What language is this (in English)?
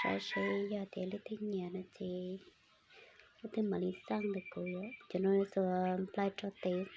Hmong